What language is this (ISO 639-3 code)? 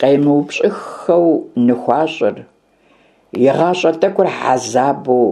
kbd